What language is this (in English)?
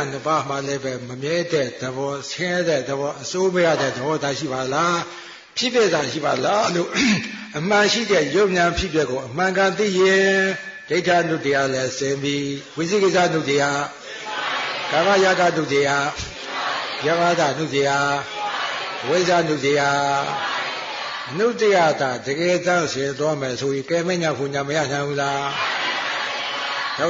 Burmese